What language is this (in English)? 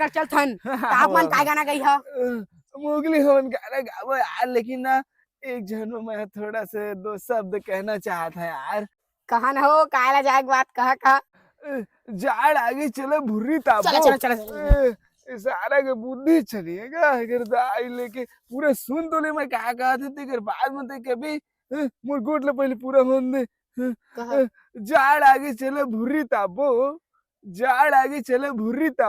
Chhattisgarhi